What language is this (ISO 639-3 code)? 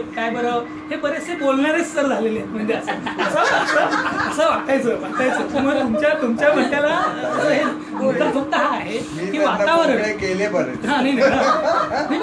mar